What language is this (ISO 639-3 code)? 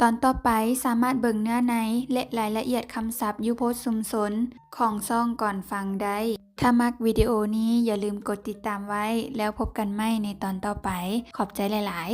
lao